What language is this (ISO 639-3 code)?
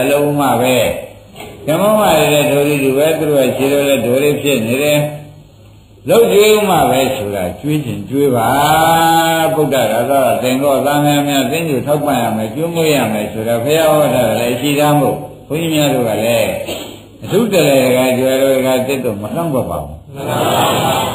mya